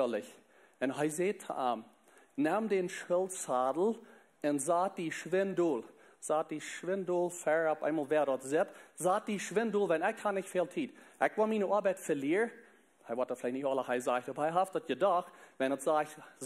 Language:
Plautdietsch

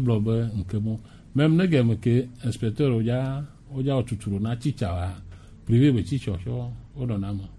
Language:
Gen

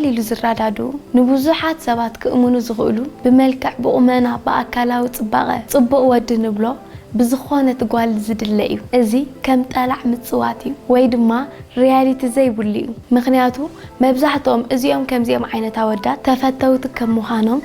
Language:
Tigrinya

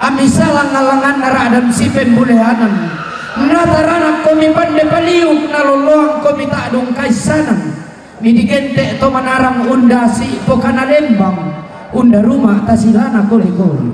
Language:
Toraja-Sa'dan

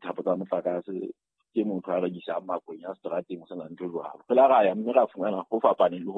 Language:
Southern Sotho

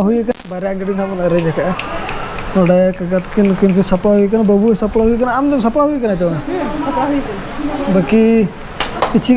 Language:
Santali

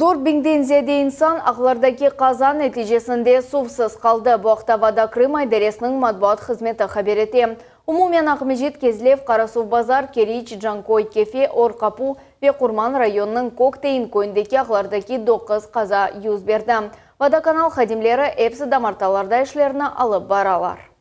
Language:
Crimean Tatar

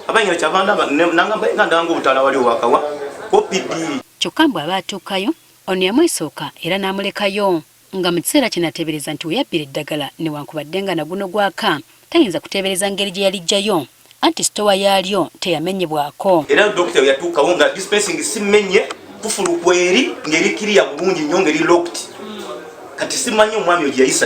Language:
Ganda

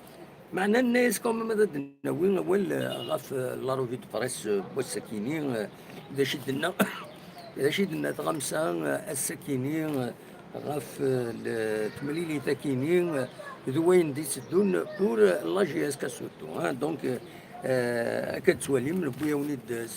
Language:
Kabyle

